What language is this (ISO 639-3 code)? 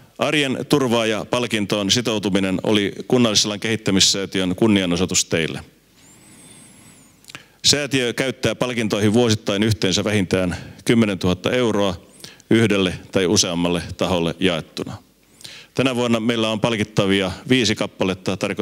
fin